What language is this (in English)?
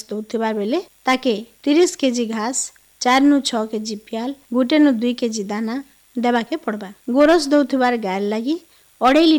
Odia